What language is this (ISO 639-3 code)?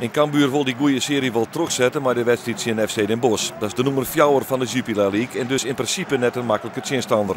fry